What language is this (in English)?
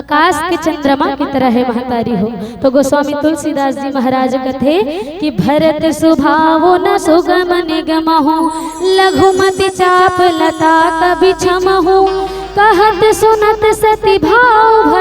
Chhattisgarhi